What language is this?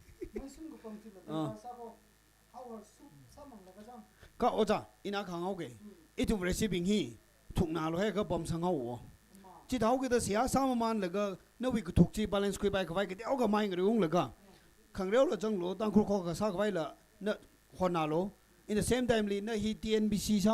Tangkhul Naga (India)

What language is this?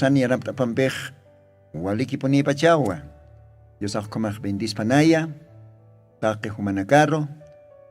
Aymara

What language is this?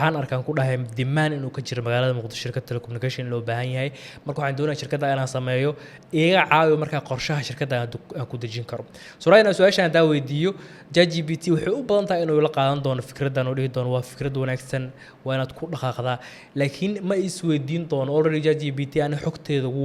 Somali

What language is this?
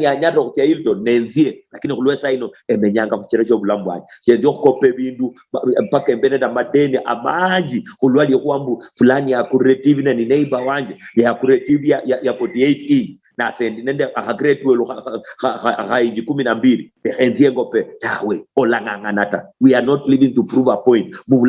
Luyia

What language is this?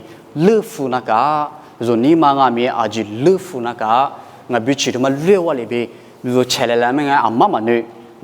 Lisu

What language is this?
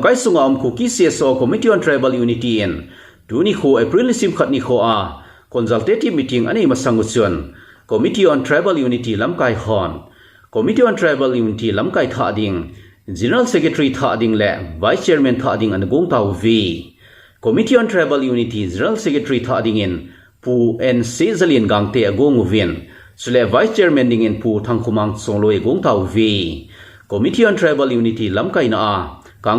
Thado Chin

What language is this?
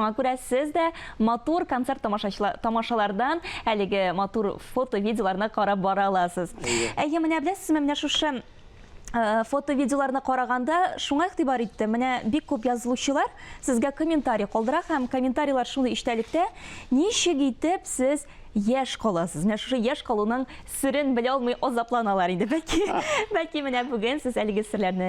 Tatar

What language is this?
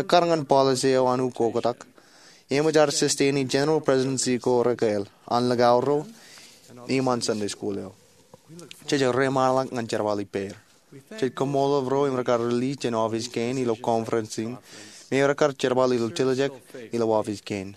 Marshallese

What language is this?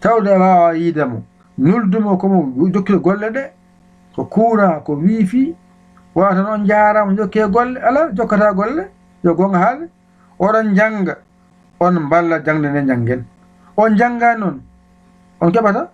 Fula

